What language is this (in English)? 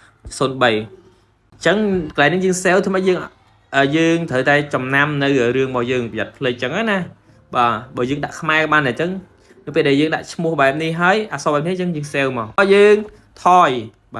Khmer